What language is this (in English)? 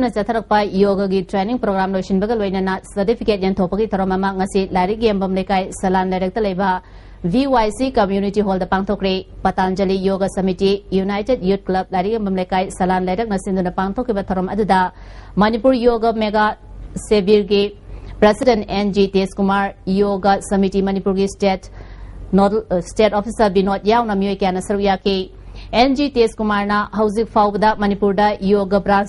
Manipuri